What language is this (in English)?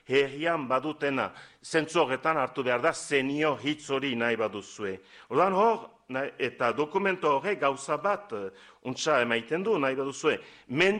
Basque